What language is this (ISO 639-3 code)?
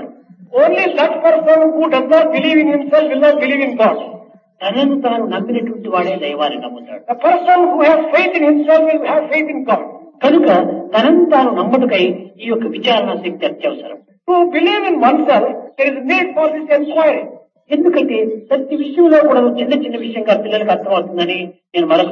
tel